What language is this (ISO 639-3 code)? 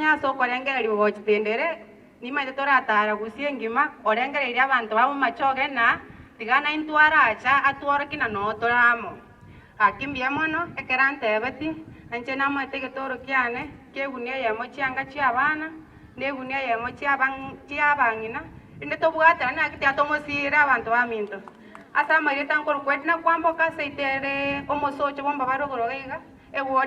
guz